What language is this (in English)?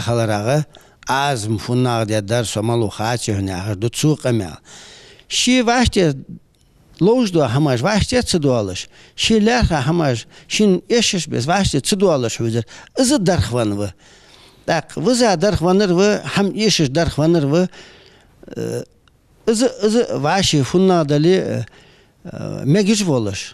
Ingush